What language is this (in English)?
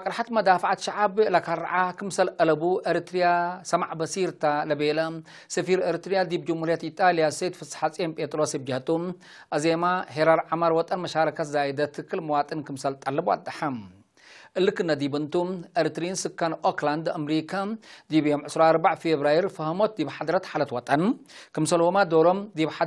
Tigre